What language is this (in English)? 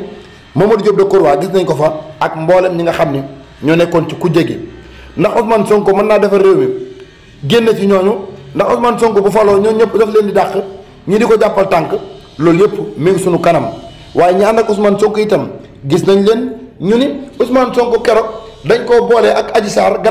Wolof